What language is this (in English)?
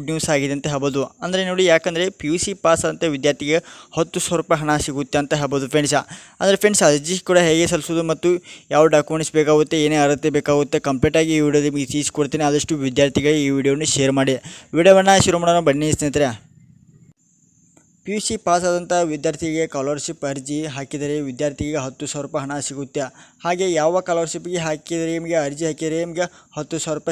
Kannada